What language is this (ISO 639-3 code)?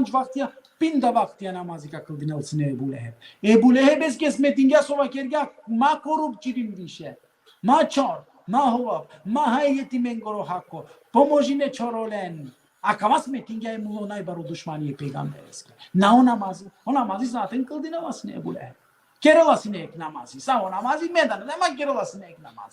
rmn